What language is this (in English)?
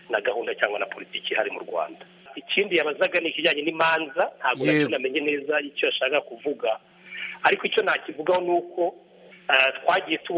Kinyarwanda